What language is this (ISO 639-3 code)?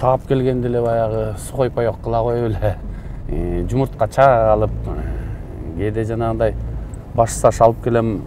kir